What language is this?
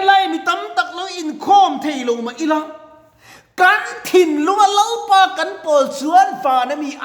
Mizo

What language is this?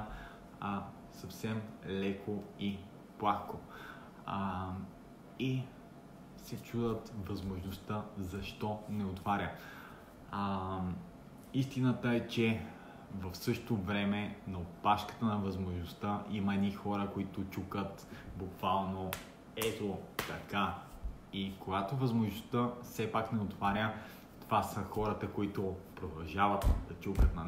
Bulgarian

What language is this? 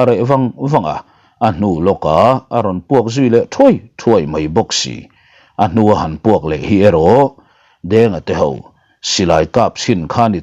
Mizo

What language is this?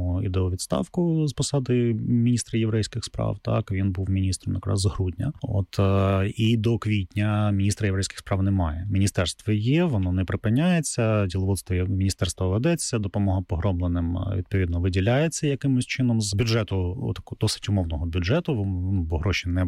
Ukrainian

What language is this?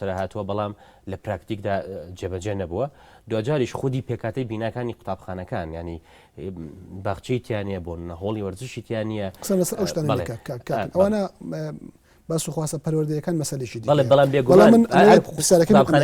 Central Kurdish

